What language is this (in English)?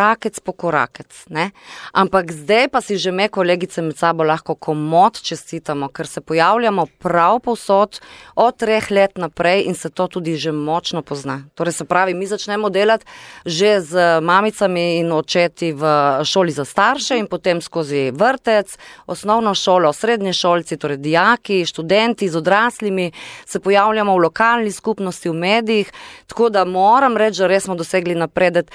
Slovenian